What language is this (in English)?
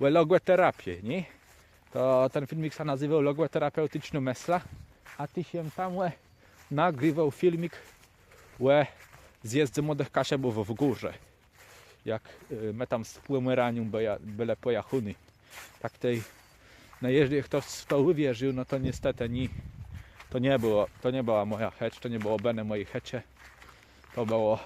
Kashubian